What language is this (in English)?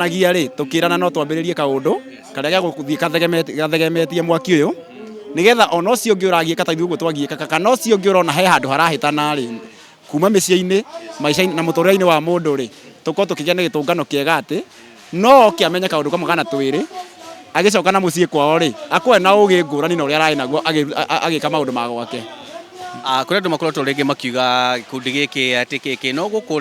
Kikuyu